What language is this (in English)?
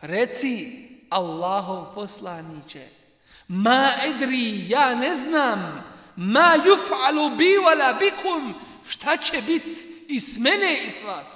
Bosnian